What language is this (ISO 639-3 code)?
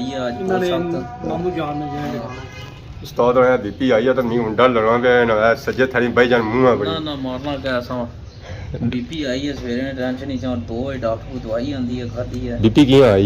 phr